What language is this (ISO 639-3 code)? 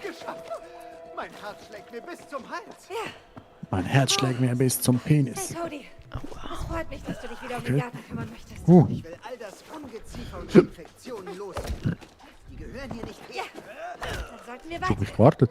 gsw